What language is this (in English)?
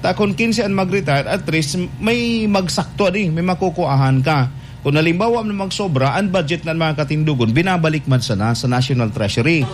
Bikol